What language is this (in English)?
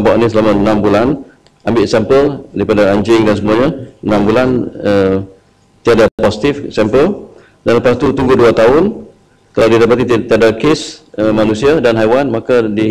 Malay